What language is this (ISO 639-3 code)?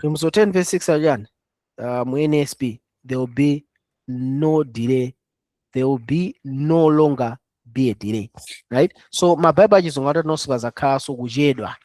nya